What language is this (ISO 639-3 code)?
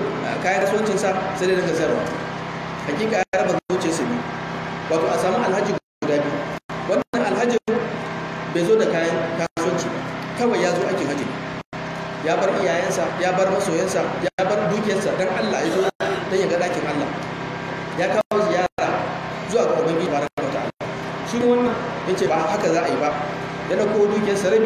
hau